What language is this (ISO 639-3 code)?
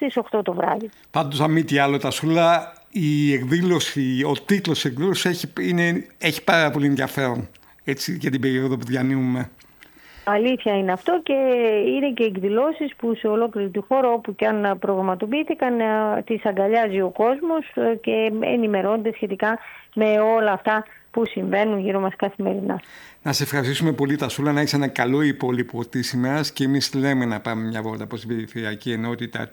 ell